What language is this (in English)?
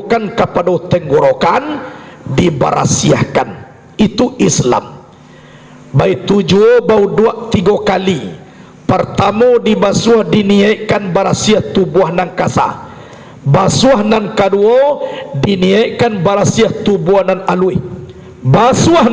Minangkabau